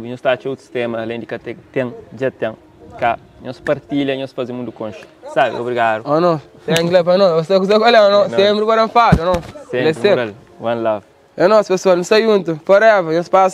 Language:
Kabuverdianu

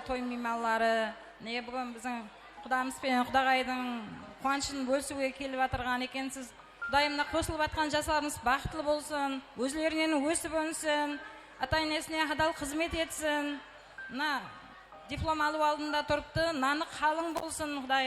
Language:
Kara-Kalpak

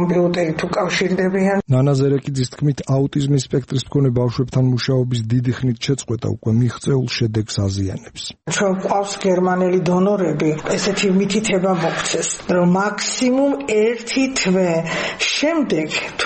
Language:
Georgian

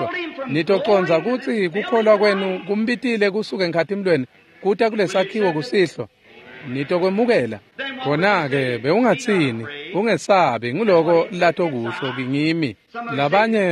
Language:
Swati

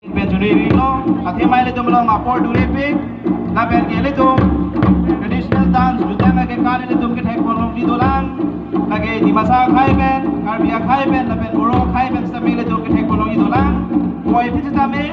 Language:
Karbi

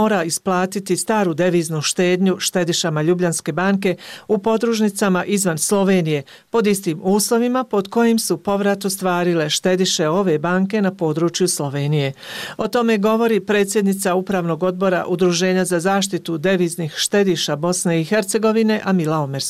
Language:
Bosnian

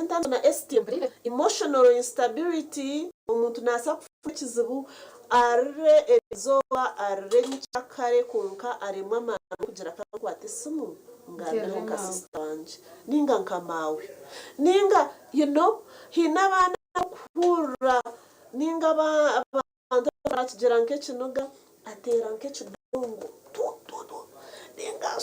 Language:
Nyankole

